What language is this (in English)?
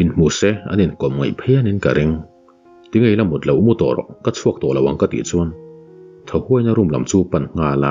Mizo